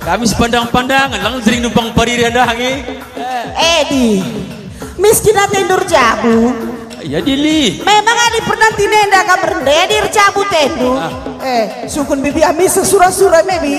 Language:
Batak Karo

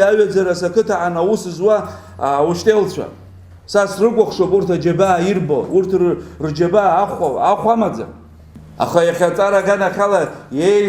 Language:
Abkhazian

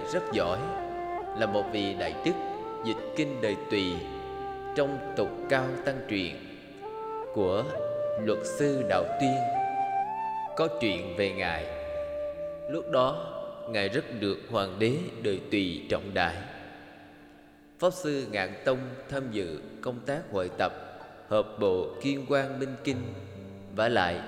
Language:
Vietnamese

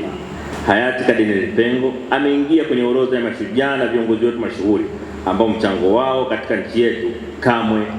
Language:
Swahili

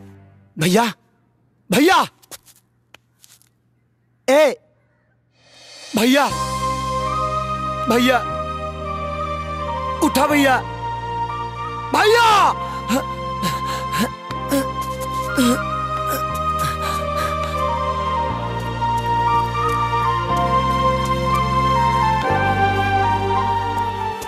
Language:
Bhojpuri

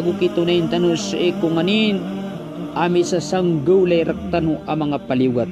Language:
Maranao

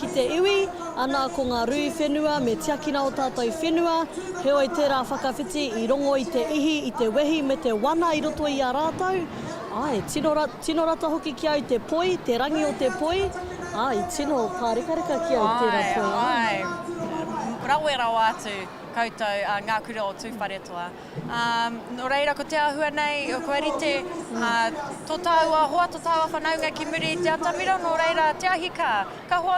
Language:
Māori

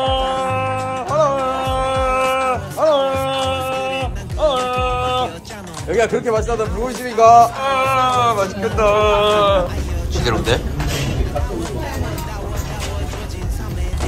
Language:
Korean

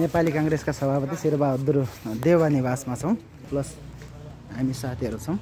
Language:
Nepali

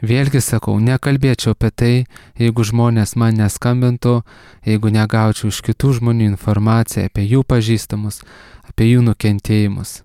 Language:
Lithuanian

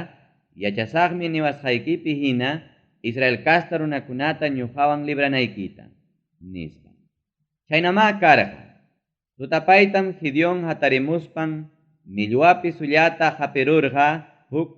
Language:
Ayacucho Quechua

